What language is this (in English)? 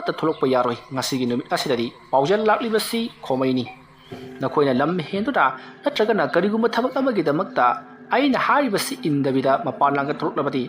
Manipuri